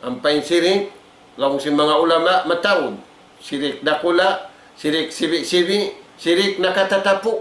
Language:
Tausug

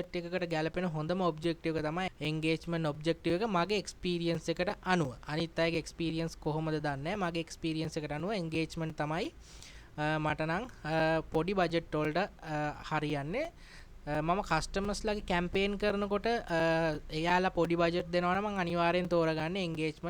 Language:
Sinhala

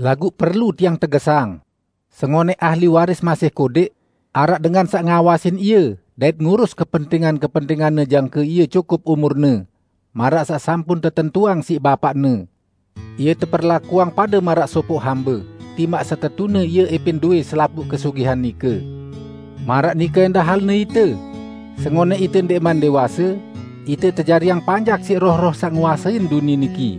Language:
Sasak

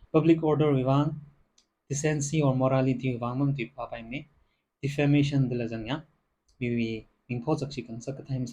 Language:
Tangkhul Naga (India)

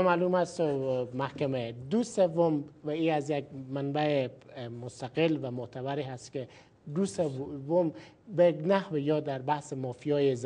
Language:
Persian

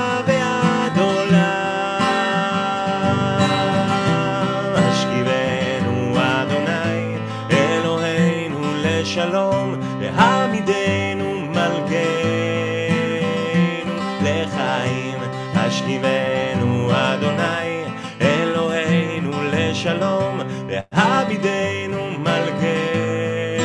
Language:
Hebrew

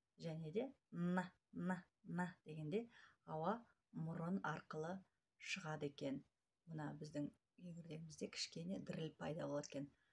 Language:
Kazakh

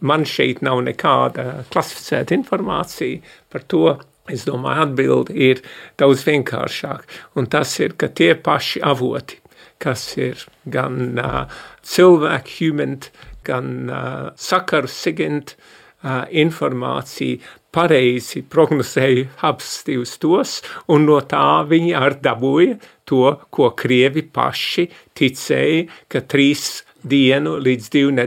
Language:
Latvian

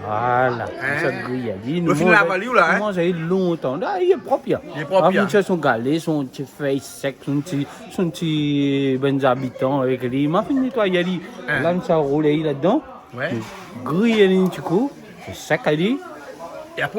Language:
Réunion Creole French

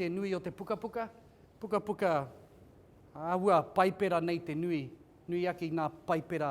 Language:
Māori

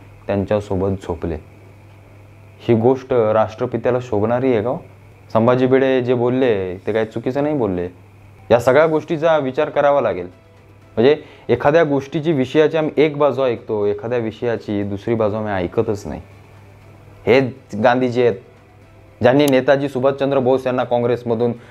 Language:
Marathi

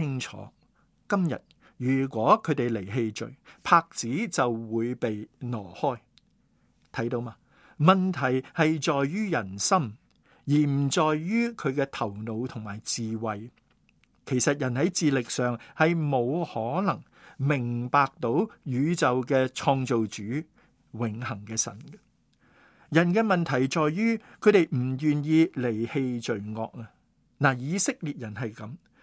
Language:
Cantonese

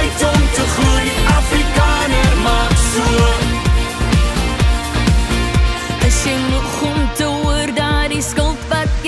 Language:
Afrikaans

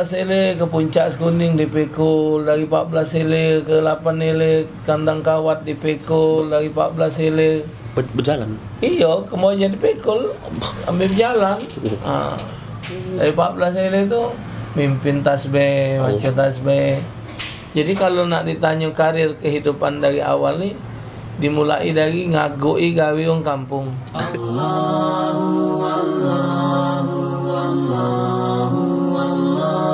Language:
Musi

